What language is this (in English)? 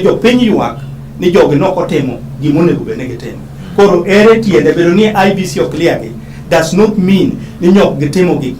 Luo (Kenya and Tanzania)